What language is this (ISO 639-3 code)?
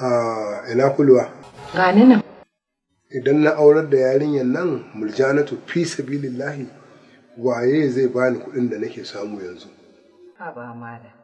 hau